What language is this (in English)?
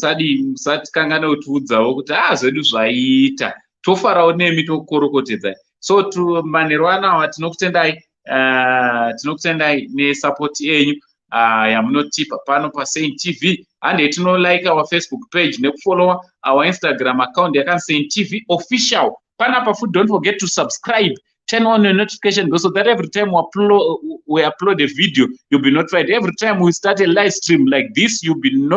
Shona